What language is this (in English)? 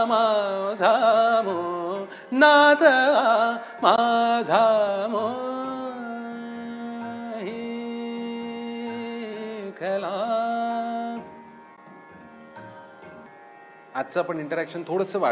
Marathi